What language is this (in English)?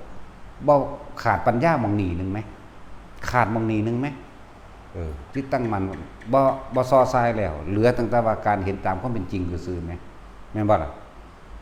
Northeastern Thai